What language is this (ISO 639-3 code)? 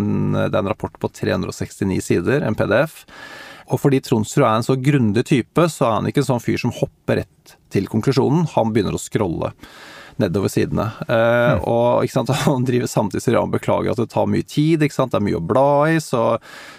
nor